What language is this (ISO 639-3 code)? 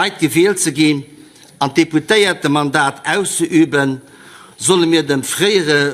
ltz